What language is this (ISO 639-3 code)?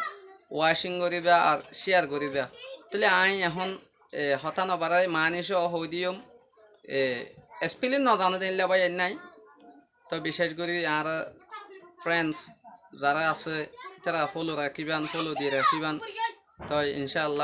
rhg